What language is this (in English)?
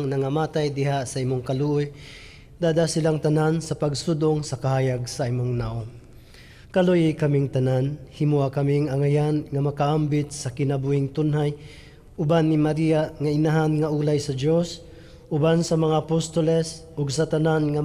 Cebuano